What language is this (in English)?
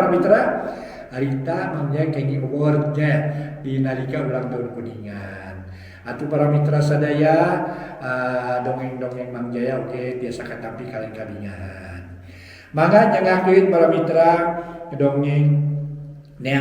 Sundanese